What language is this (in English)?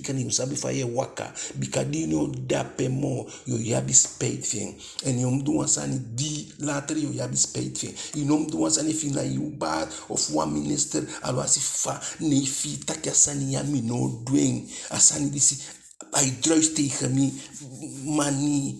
Eastern Maroon Creole